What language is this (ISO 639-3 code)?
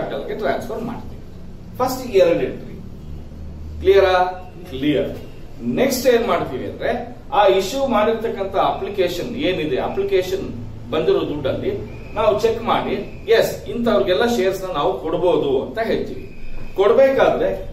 kan